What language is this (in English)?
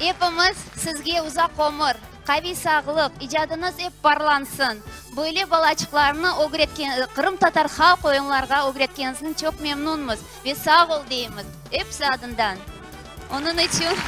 Crimean Tatar